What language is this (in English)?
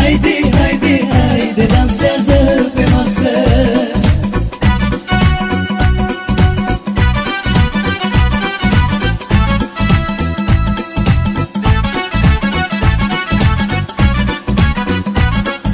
Romanian